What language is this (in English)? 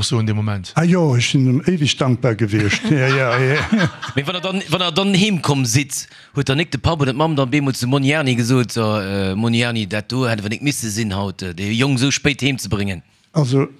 Luxembourgish